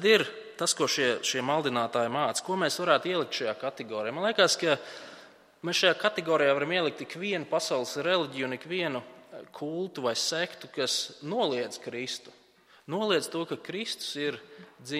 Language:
Latvian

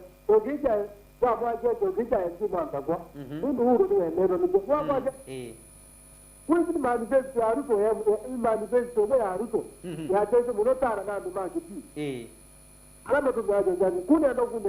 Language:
Kamba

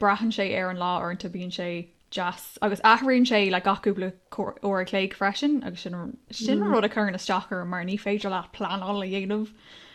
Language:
Irish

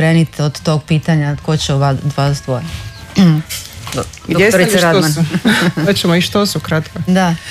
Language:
Croatian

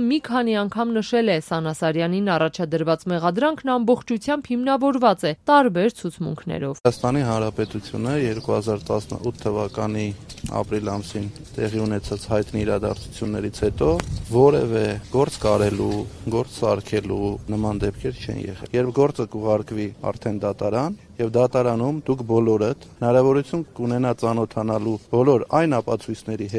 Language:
Armenian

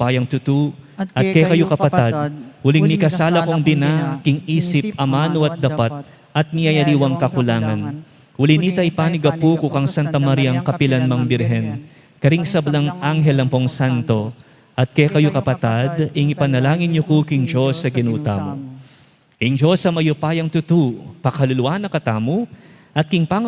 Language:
Pampanga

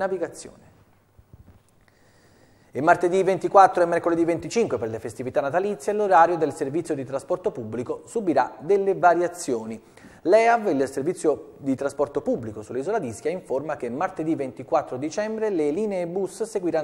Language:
Italian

